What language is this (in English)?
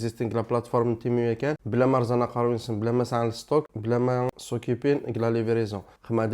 Kabyle